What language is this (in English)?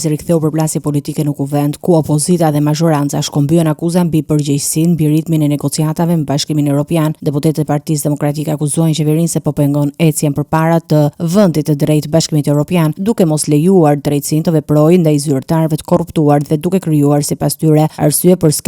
Albanian